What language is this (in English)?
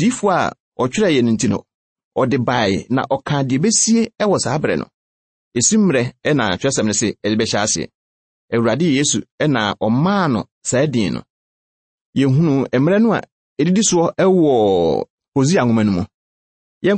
Akan